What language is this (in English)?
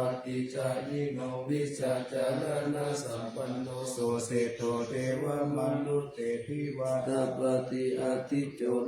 Pali